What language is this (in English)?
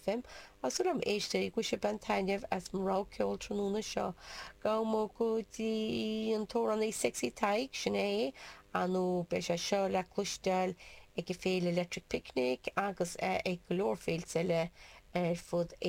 Irish